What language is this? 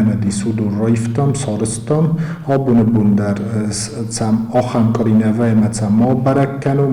Ossetic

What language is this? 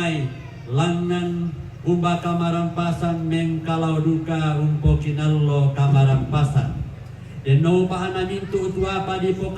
Toraja-Sa'dan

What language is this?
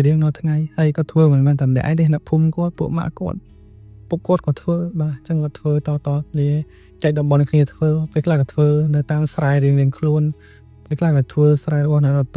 Khmer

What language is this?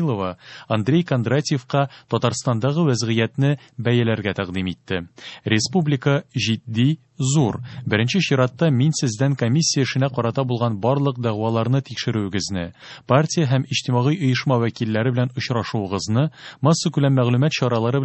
Tatar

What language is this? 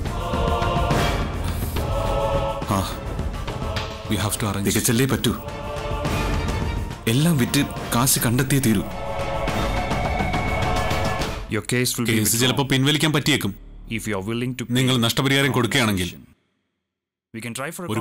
Malayalam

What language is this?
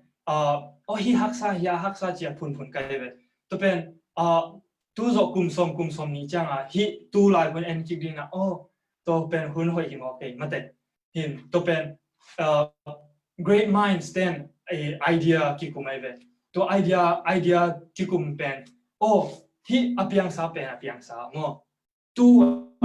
Tedim Chin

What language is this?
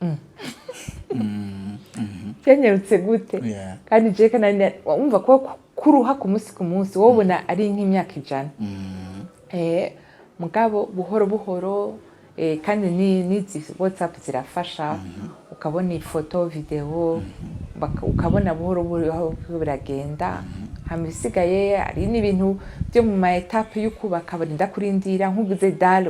Rundi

